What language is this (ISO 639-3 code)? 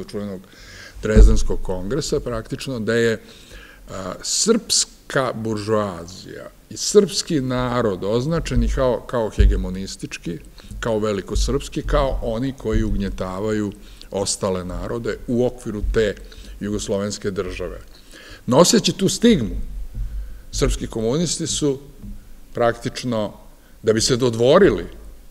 srp